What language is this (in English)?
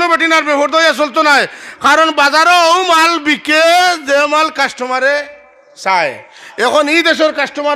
Sylheti